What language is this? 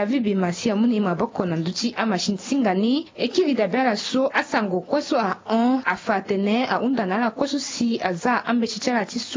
Sango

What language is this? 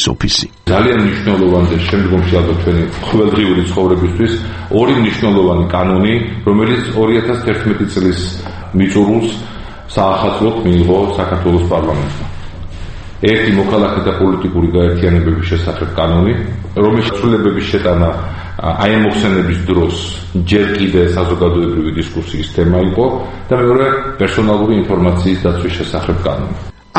Georgian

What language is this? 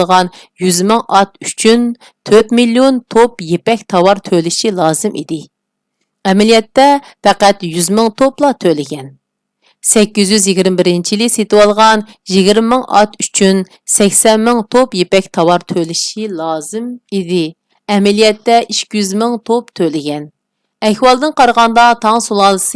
Uyghur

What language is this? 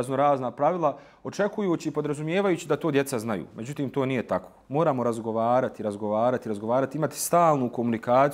Bosnian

